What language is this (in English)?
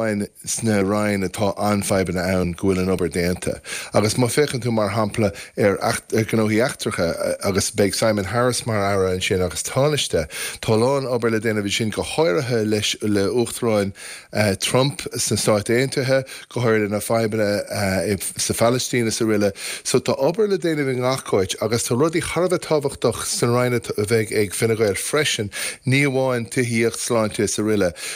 Irish